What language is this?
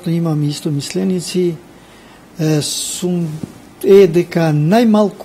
Macedonian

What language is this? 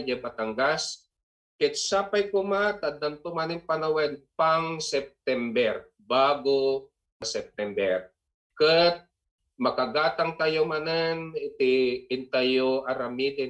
Iloko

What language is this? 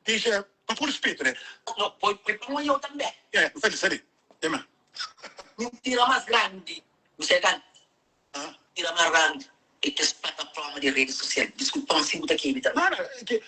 Kabuverdianu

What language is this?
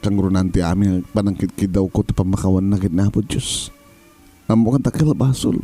Iloko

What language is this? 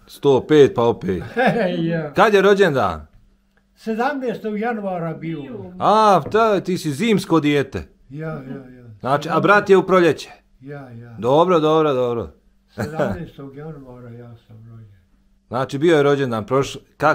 Bosnian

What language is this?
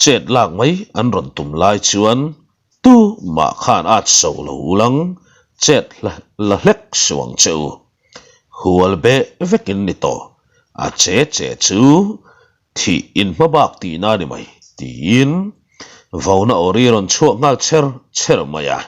Mizo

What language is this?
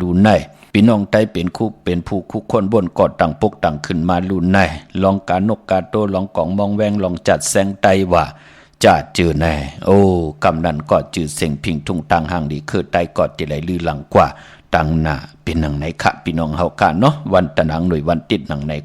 Shan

